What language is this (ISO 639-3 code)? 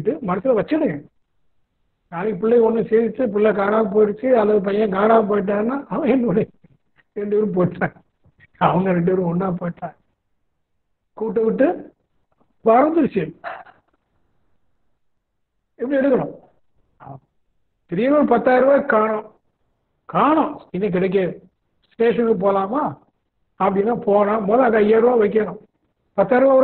tam